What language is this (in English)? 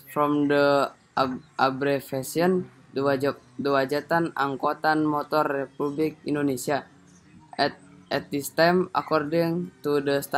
English